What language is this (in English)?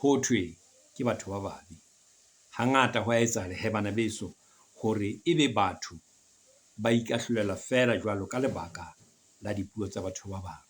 Southern Sotho